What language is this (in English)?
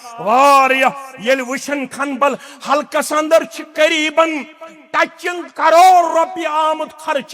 Kashmiri